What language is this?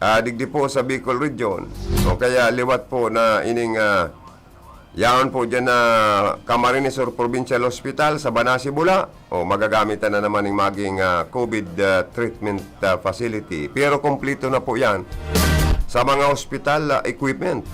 Bikol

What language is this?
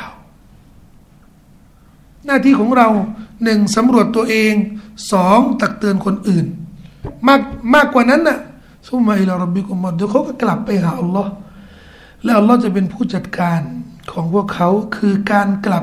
Thai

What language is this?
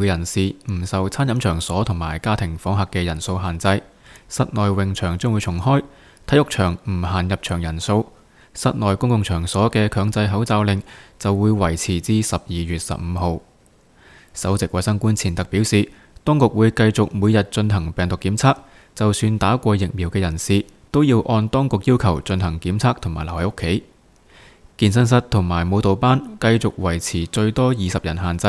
Cantonese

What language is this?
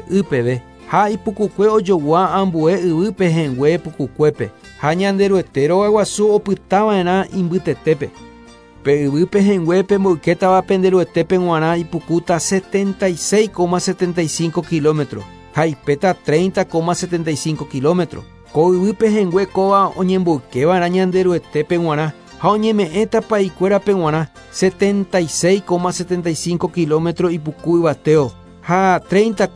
Guarani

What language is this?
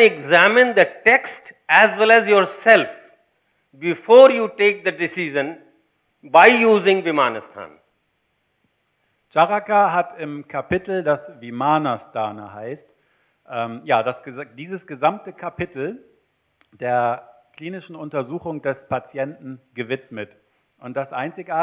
German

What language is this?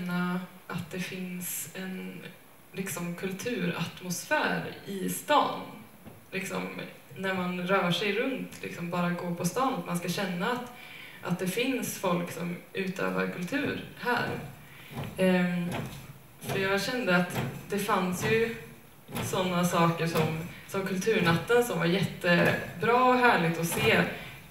Swedish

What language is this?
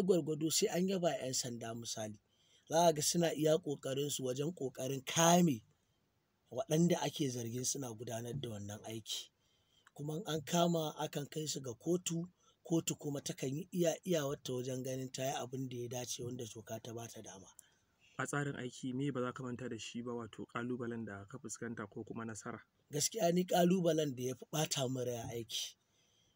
Hausa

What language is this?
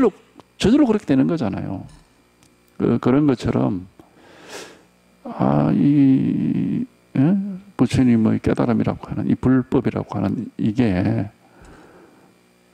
Korean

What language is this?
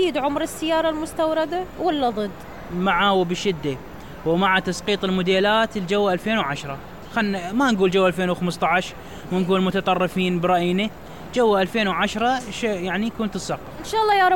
Mesopotamian Arabic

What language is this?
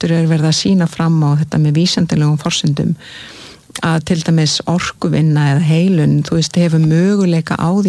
Icelandic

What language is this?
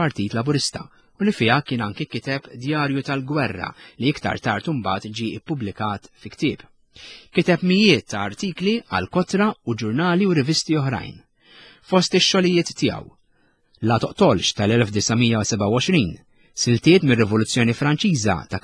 Maltese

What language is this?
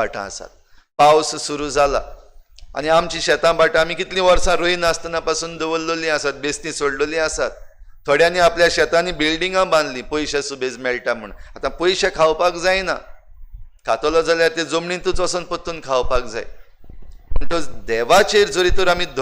Konkani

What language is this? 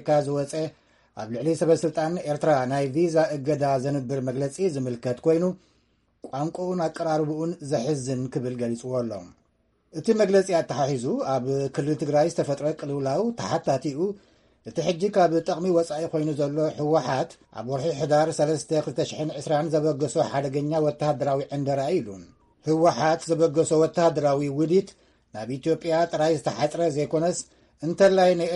Tigrinya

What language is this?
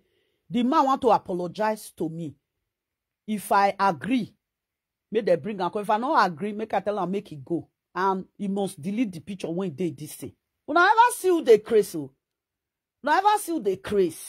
Nigerian Pidgin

